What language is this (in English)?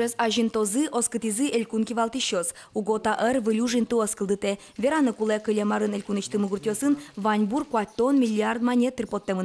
Udmurt